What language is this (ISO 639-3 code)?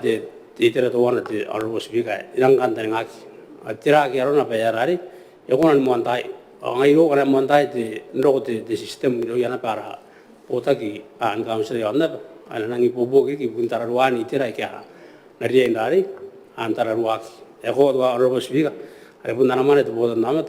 gil